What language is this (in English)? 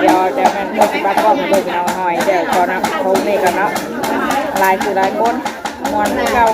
Northeastern Thai